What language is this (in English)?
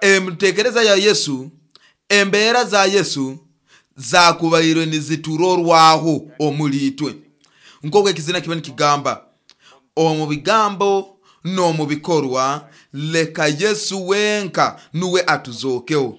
Nyoro